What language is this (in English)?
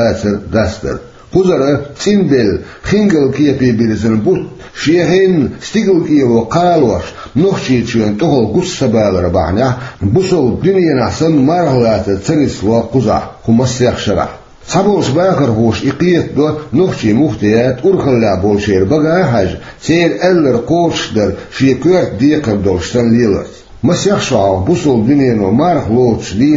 Chechen